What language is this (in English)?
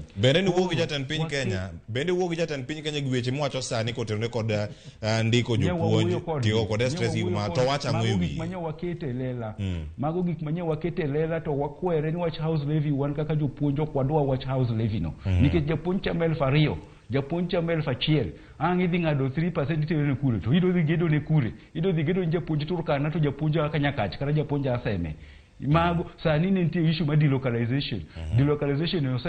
Luo (Kenya and Tanzania)